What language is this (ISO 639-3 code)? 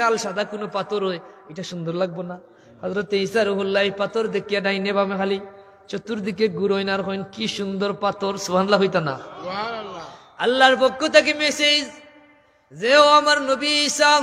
syl